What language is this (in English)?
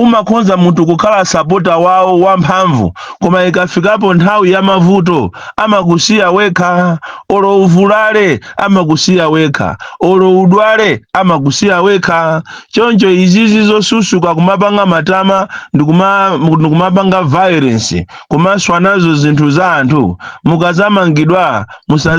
Nyanja